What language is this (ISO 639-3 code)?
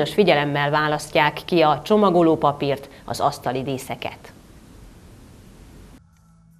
hun